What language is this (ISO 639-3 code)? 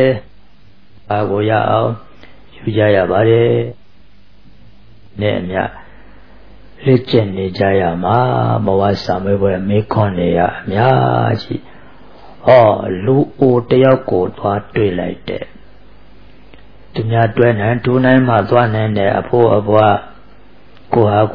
mya